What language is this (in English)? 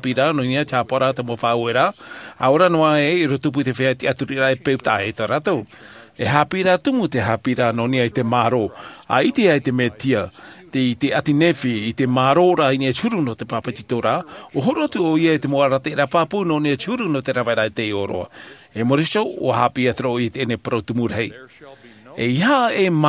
Tahitian